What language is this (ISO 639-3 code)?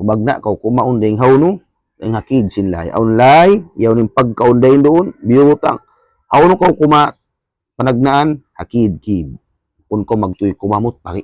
tsg